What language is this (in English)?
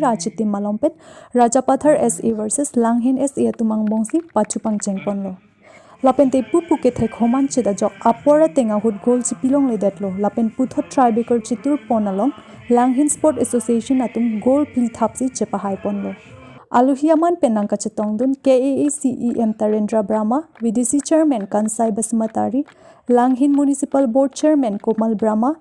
Karbi